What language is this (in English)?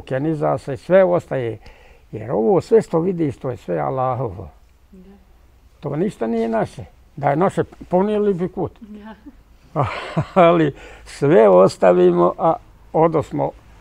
Bosnian